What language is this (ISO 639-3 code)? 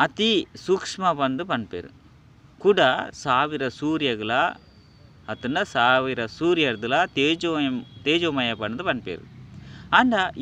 tcy